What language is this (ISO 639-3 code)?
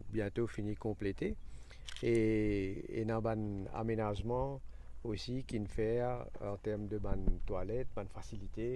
mfe